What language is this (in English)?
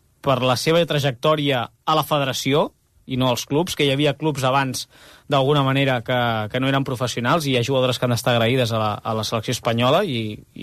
Catalan